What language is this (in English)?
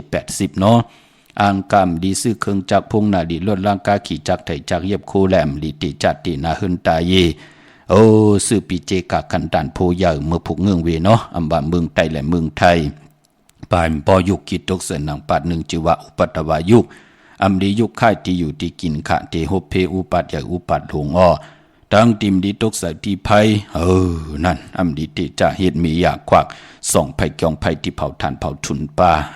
Shan